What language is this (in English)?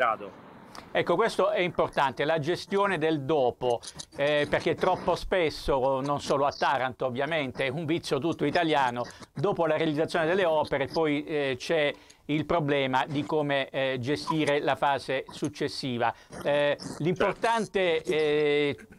Italian